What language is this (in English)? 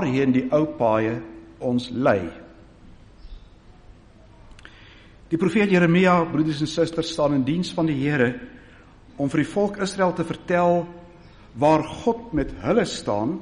Afrikaans